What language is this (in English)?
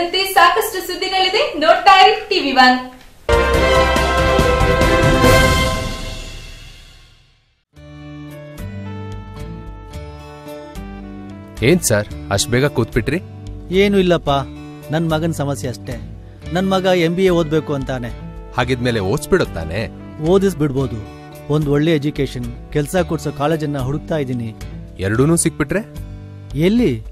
Kannada